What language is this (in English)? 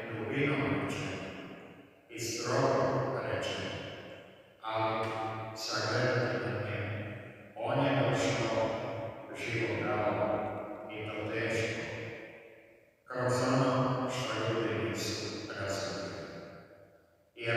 Croatian